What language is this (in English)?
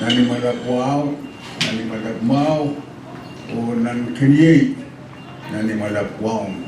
Pohnpeian